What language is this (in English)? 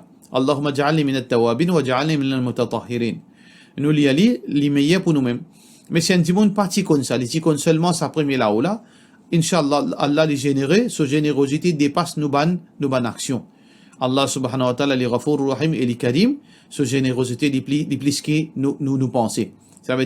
Morisyen